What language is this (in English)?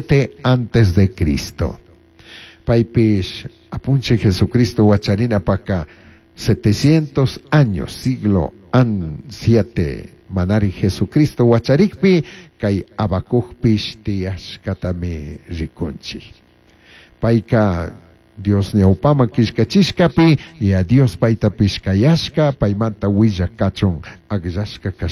Chimborazo Highland Quichua